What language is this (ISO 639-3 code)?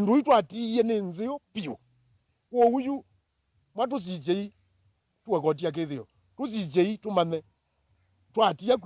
kam